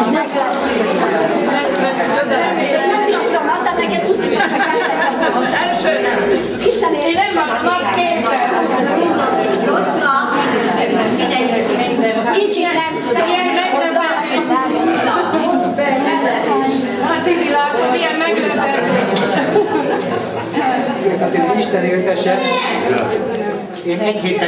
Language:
Hungarian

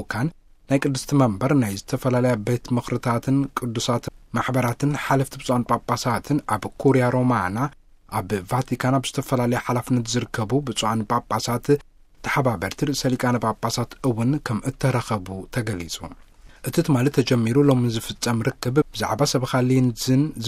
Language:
Tigrinya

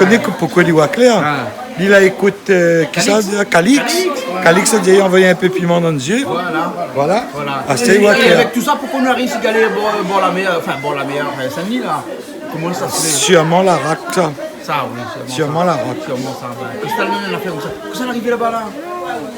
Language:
Réunion Creole French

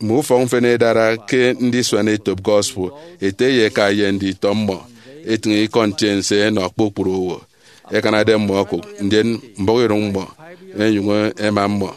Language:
Efik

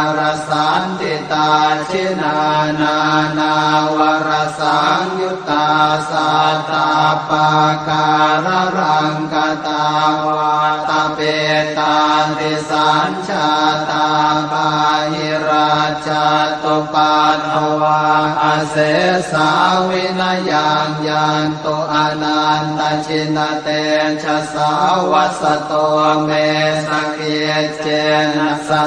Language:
Pali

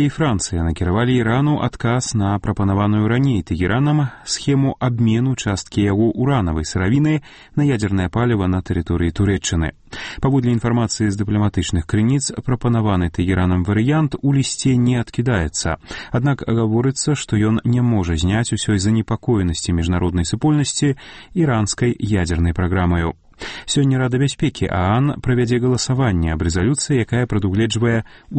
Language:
Belarusian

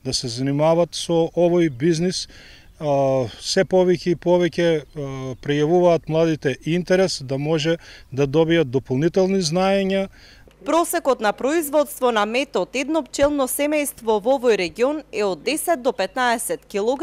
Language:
Macedonian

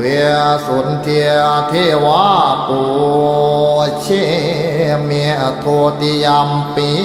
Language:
Pali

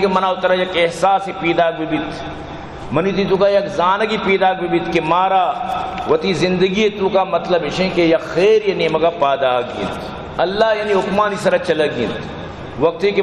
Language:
Baluchi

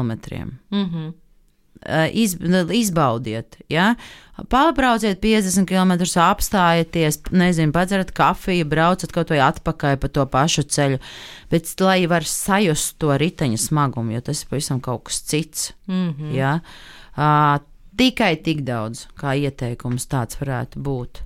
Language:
Latvian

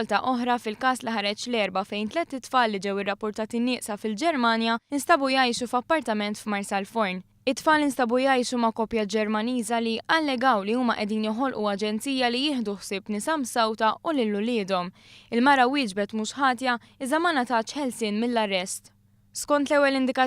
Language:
Maltese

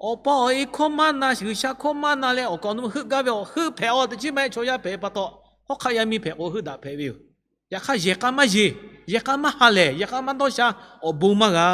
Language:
Lahu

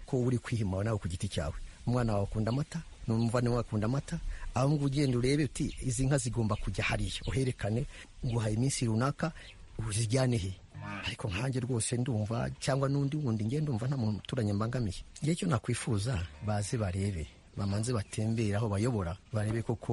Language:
Kinyarwanda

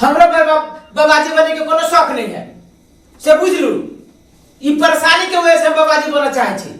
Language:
Maithili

